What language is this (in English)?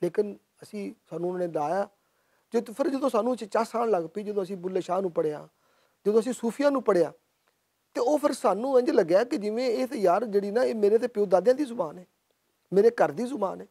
Western Panjabi